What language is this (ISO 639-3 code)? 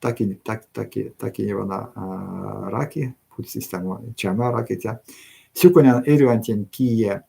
myv